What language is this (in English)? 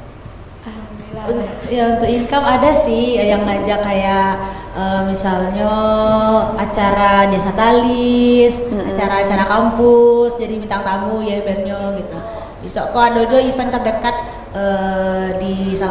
Minangkabau